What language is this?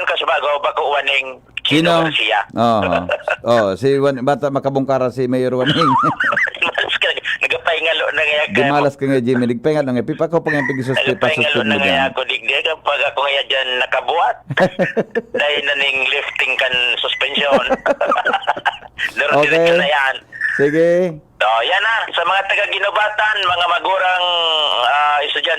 Bikol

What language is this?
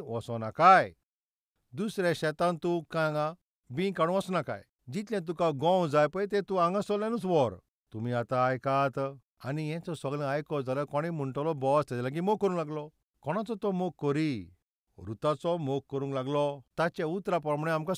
Konkani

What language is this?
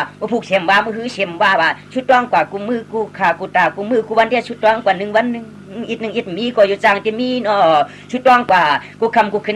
Shan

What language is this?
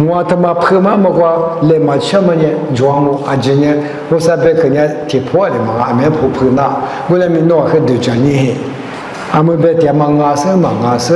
Lisu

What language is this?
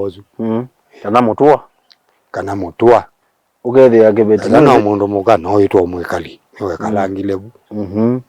Kamba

